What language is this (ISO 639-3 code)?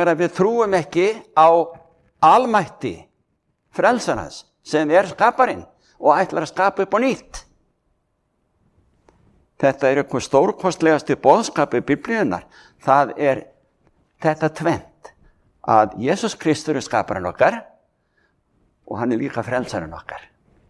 isl